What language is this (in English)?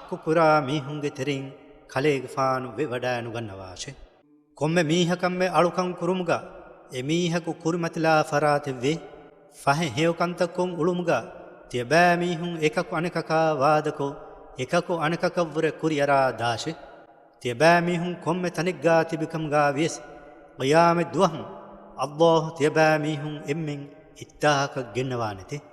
Divehi